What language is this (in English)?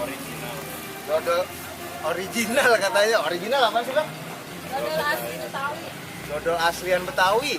Betawi